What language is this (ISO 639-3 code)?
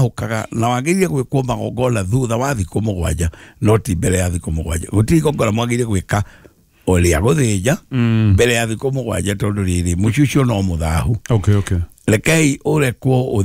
kik